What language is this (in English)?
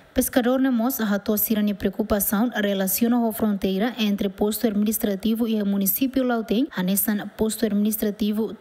Tetum